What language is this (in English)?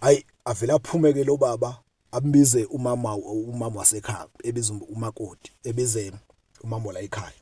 Zulu